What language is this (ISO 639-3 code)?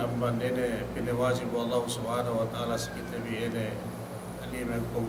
yka